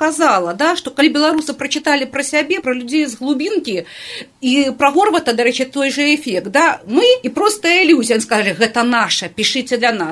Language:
Belarusian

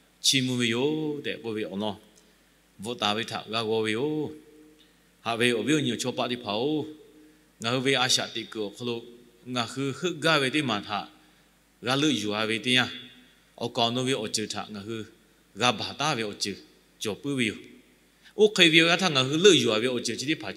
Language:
Lahu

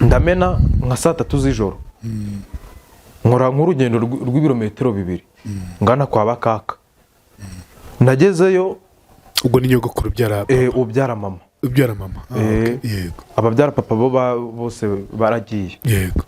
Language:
Kinyarwanda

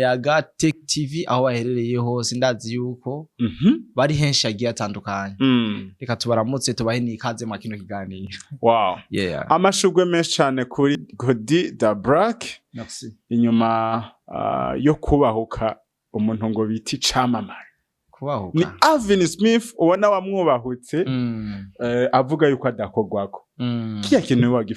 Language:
Rundi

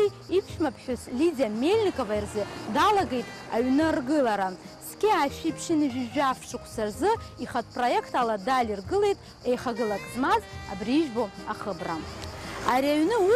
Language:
Abkhazian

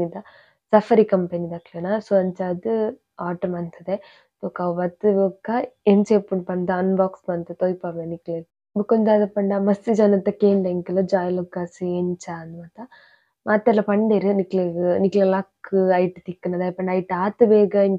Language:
Tulu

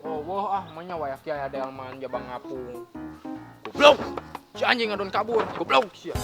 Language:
Sundanese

